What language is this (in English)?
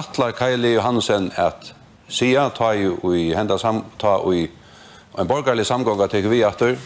Faroese